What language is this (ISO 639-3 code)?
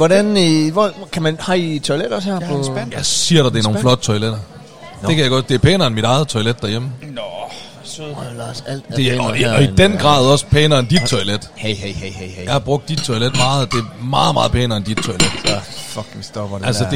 dan